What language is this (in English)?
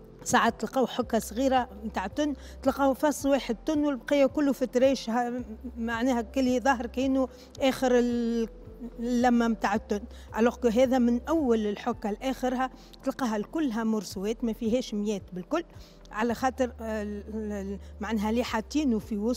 Tunisian Arabic